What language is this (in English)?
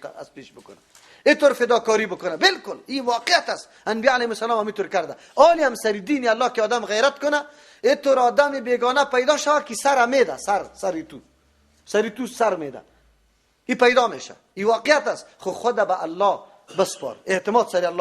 Persian